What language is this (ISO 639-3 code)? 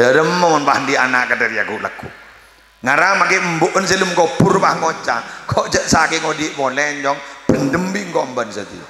mad